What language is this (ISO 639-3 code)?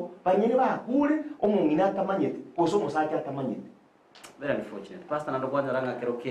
guz